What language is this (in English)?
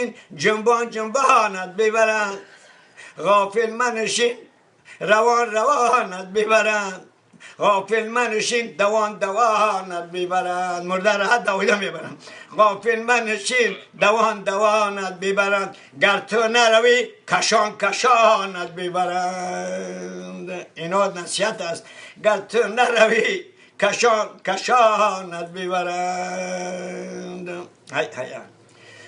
Tajik